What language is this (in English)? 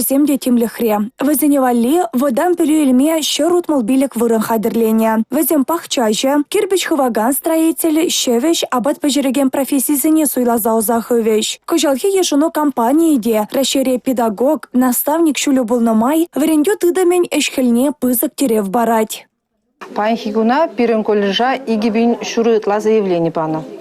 Chuvash